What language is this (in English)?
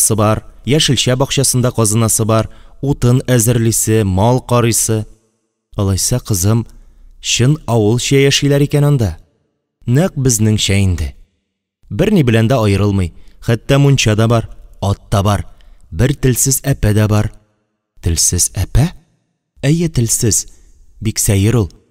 Tatar